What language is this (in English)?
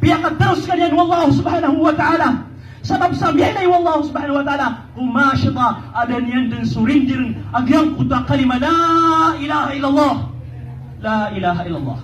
Maranao